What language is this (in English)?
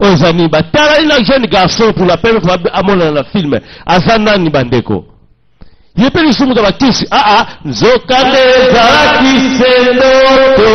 Lingala